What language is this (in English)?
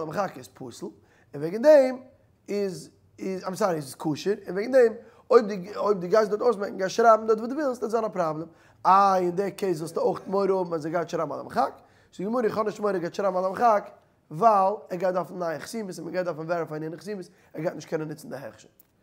Yiddish